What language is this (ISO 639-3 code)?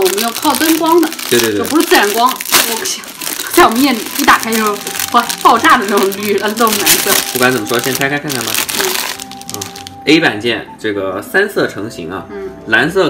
zho